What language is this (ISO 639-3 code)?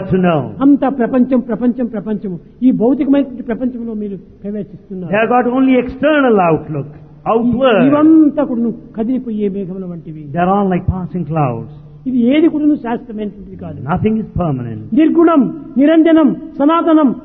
tel